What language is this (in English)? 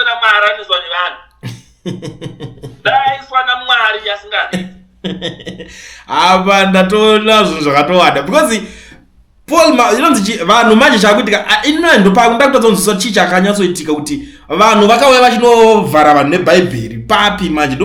Shona